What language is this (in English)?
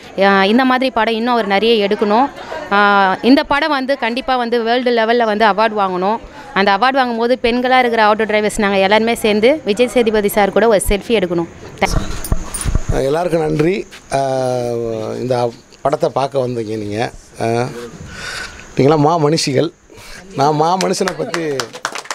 Tamil